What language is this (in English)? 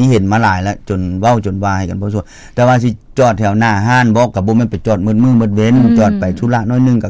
Lao